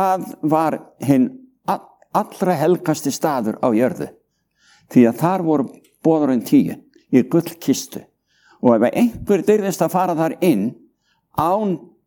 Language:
Icelandic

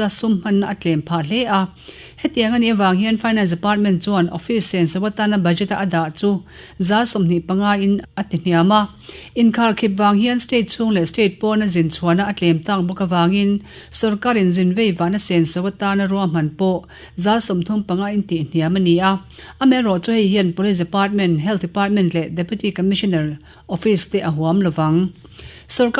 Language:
Mizo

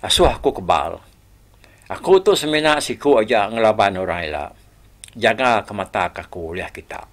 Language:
Iban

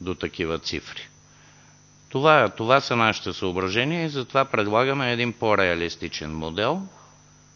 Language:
Bulgarian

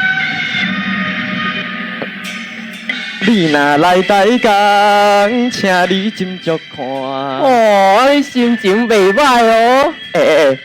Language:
Min Nan Chinese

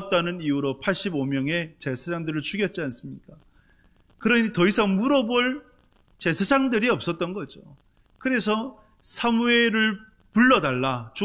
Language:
Korean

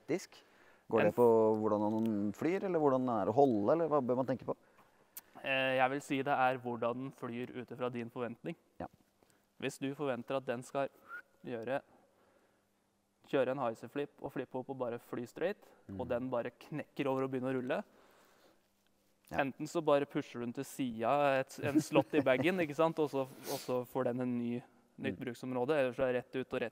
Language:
Norwegian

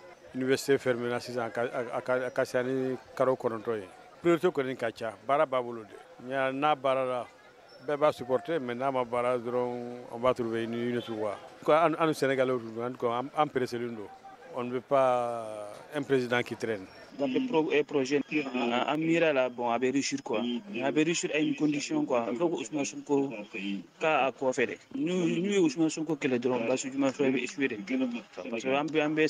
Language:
Bambara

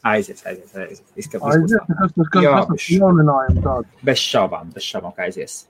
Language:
Latvian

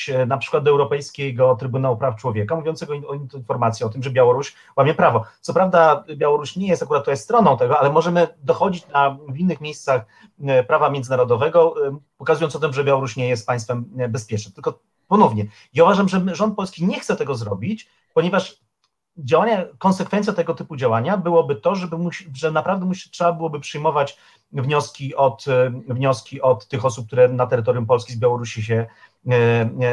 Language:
Polish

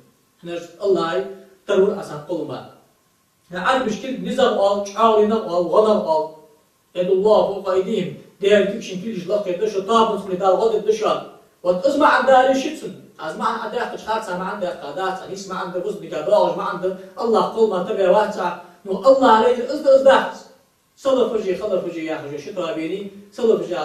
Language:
Ingush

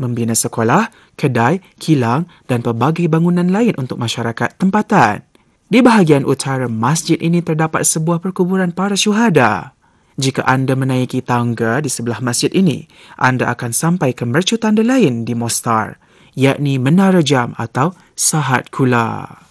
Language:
Malay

